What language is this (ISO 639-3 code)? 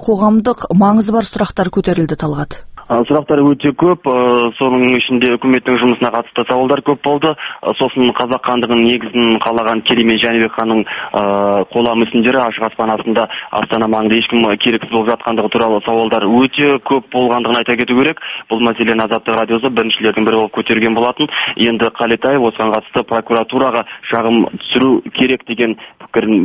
kaz